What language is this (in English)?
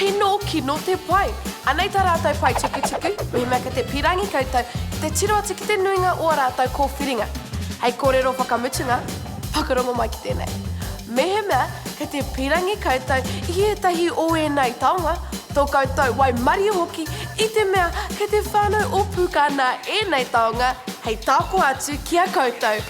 Māori